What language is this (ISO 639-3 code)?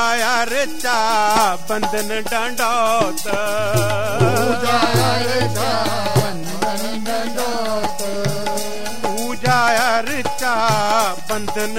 hin